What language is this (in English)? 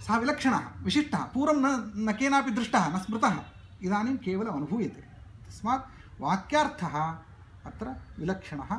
Sanskrit